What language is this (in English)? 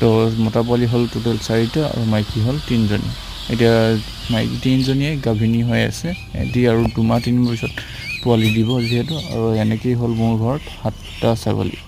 Assamese